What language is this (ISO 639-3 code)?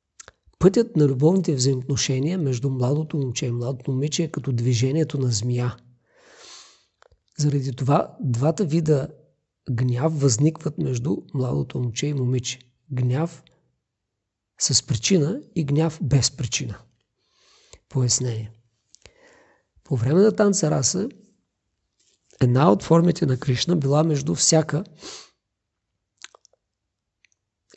bul